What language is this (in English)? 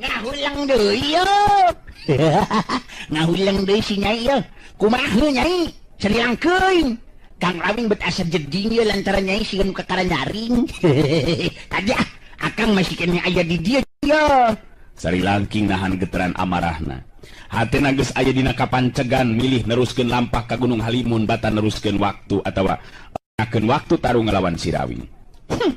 Sundanese